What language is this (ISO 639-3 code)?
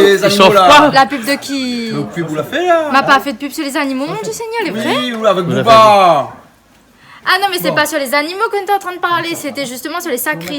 rcf